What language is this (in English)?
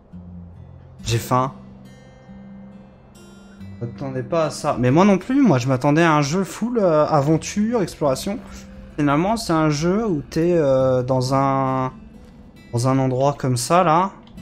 French